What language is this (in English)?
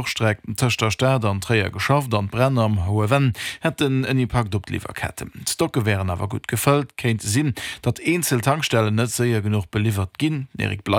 Luxembourgish